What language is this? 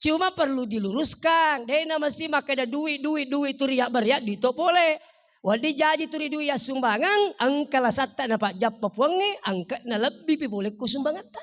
Buginese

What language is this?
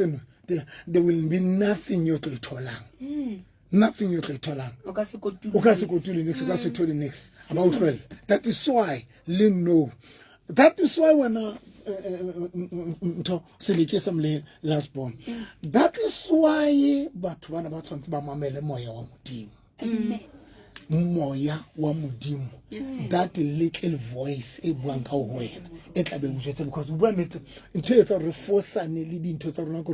Southern Sotho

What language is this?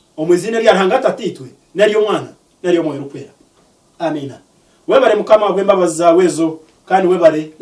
Nyankole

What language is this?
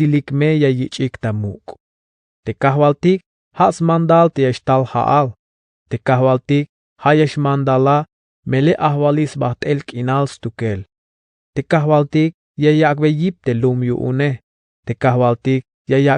Tzeltal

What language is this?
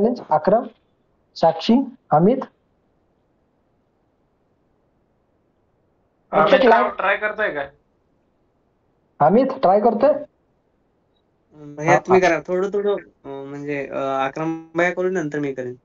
Marathi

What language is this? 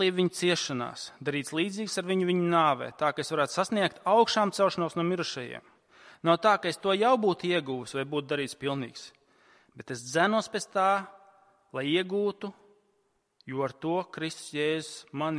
Latvian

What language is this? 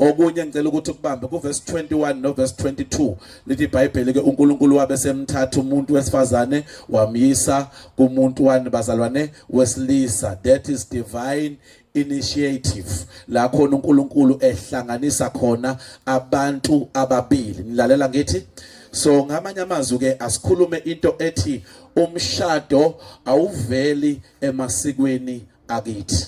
Zulu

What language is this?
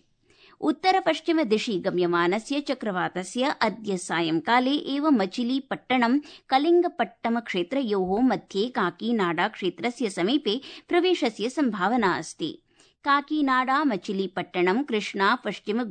Sanskrit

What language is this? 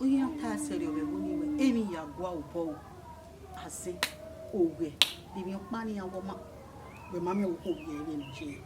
Bini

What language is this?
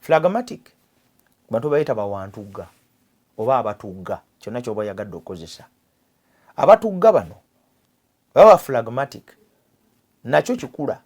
Ganda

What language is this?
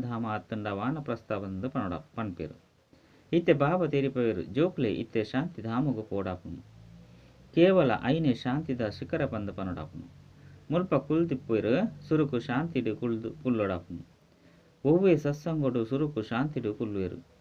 Tulu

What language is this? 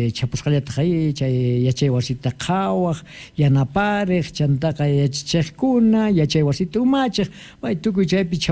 Quechua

